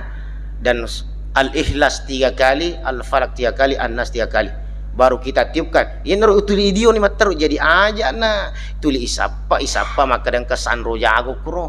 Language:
Buginese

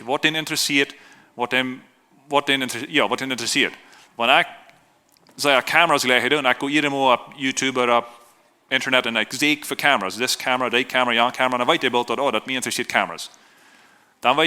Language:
Plautdietsch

